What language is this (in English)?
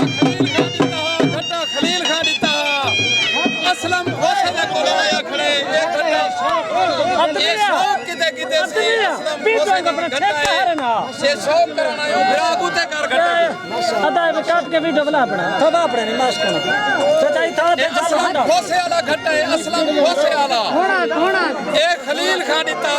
Saraiki